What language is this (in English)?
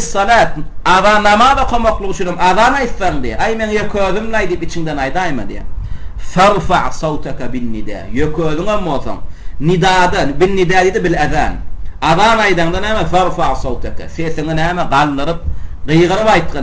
Turkmen